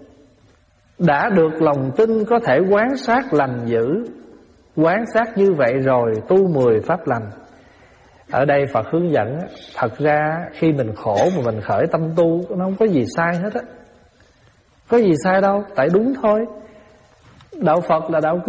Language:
Vietnamese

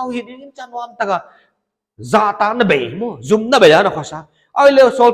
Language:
Paite Chin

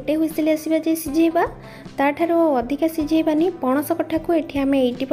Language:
Odia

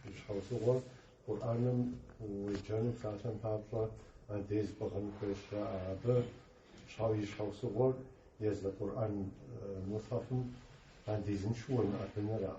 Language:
Kabardian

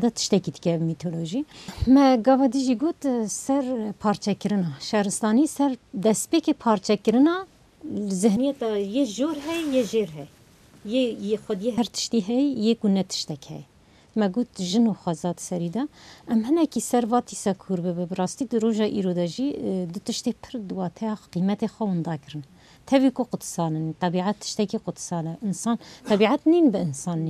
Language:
Kurdish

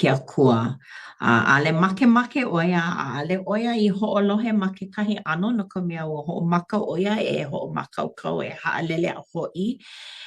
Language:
Hawaiian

